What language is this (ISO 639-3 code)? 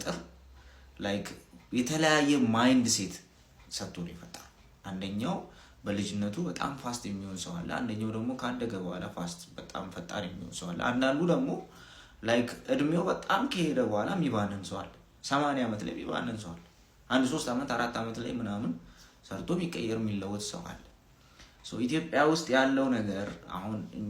amh